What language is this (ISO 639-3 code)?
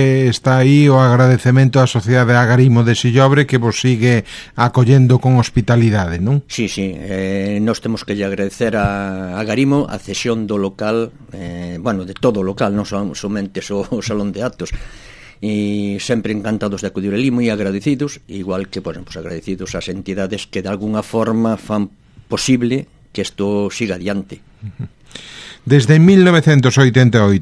glg